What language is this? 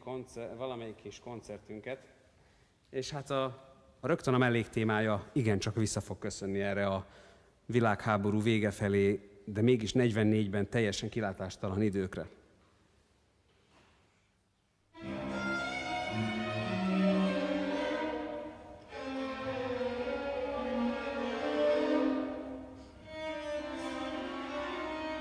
Hungarian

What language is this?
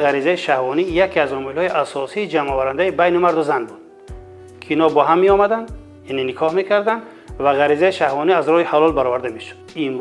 Tajik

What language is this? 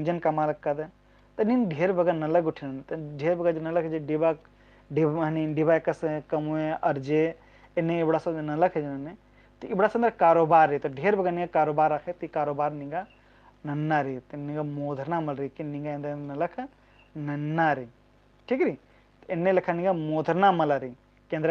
Kurukh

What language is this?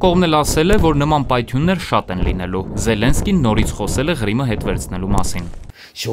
Armenian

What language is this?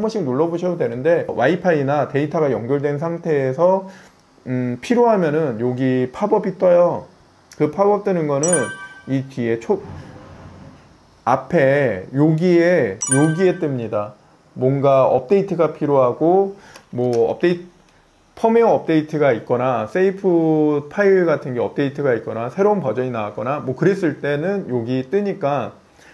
Korean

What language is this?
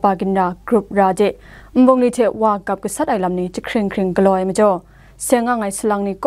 Kachin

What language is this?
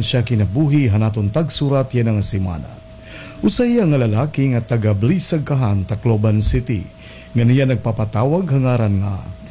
Waray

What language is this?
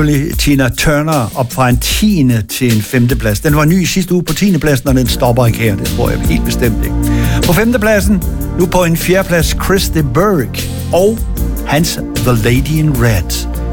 Danish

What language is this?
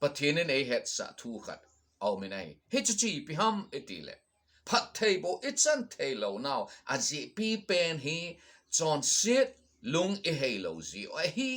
Thado Chin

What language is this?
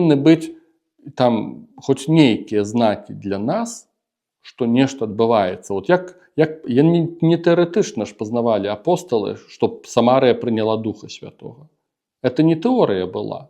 Belarusian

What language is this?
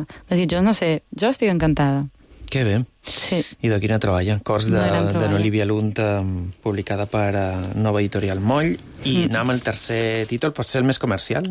Catalan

